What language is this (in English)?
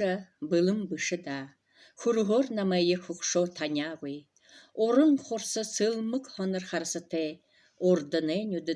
Buriat